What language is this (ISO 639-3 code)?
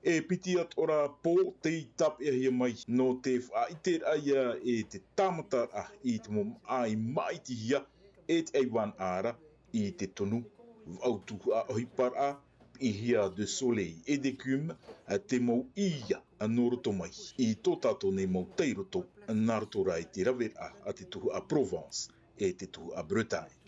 tah